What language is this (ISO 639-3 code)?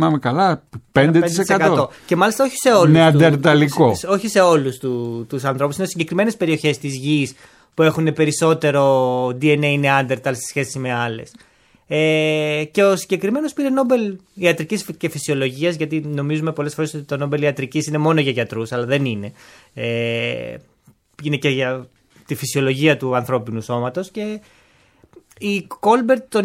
ell